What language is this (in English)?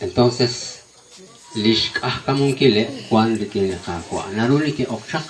Kekchí